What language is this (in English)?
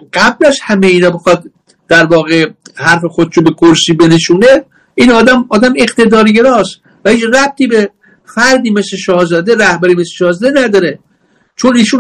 Persian